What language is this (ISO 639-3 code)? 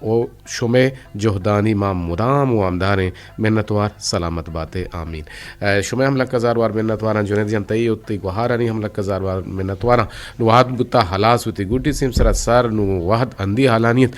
bgp